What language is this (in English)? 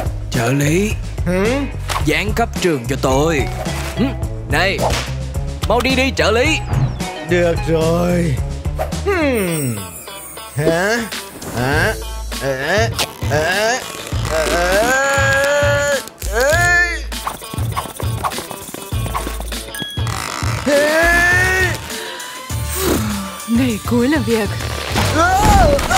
Vietnamese